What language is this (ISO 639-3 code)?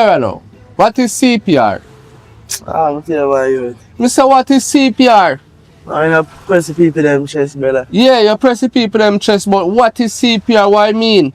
jam